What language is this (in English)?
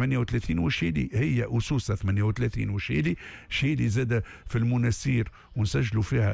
Tunisian Arabic